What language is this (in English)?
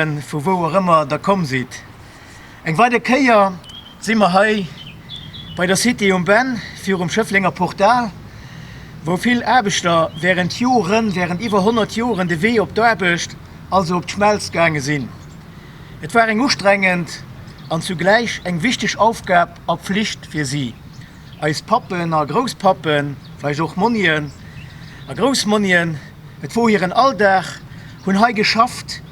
Luxembourgish